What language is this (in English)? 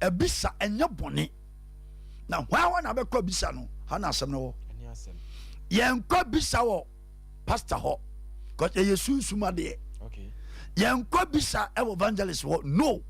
Akan